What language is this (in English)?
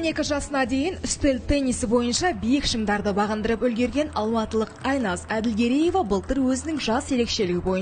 Kazakh